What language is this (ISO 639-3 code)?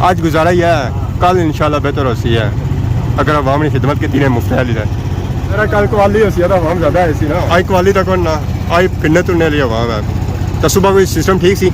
phr